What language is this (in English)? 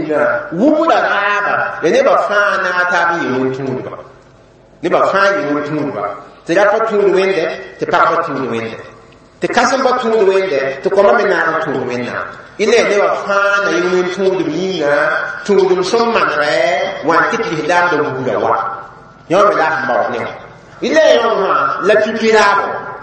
Mossi